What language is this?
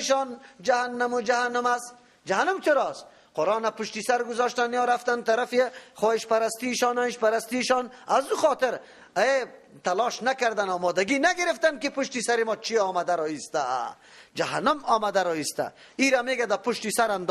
Persian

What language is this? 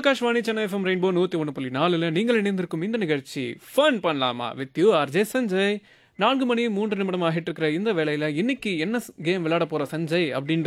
Tamil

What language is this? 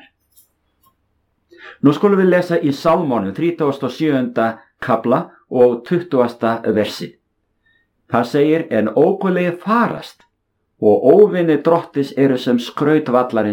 Icelandic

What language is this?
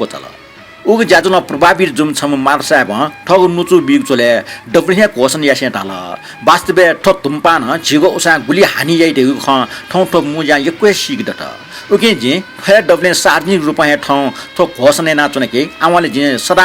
Newari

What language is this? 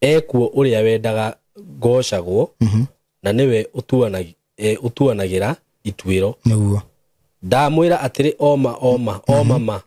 Kikuyu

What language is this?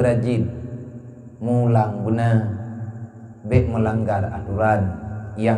Achinese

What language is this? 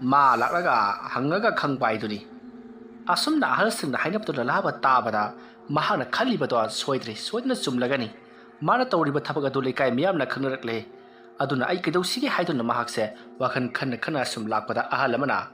Manipuri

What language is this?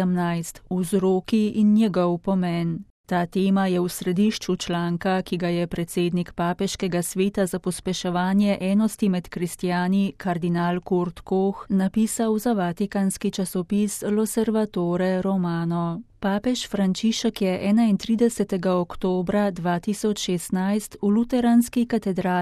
Slovenian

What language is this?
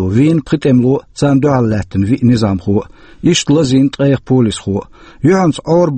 Chechen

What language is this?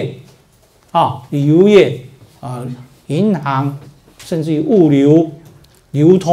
Chinese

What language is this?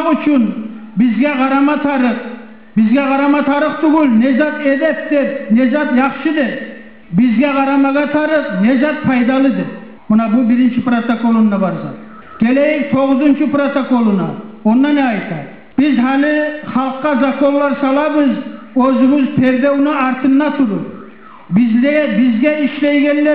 Kumyk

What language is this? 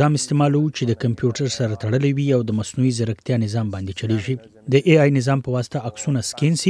Pashto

